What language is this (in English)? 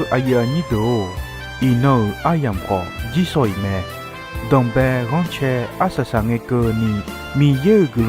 Akha